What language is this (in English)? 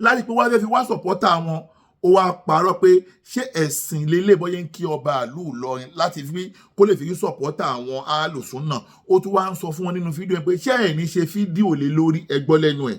Yoruba